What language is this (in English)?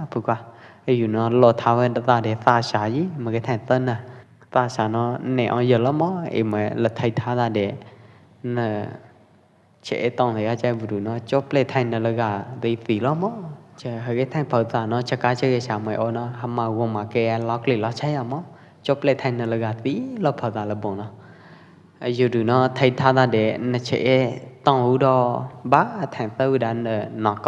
Pwo Eastern Karen